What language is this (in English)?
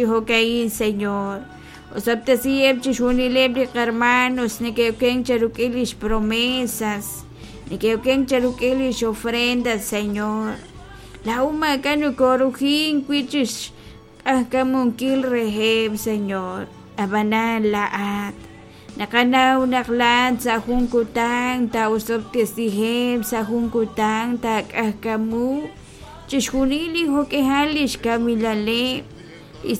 Kekchí